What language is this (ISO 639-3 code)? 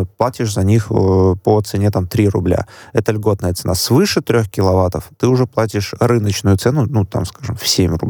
rus